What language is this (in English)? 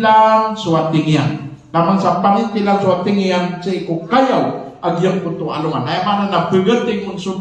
Maranao